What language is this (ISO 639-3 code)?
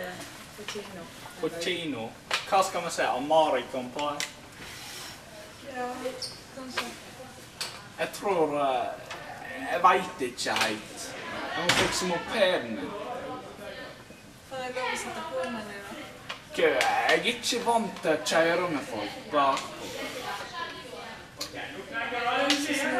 nor